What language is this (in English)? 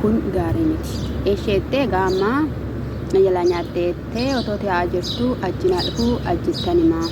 Oromo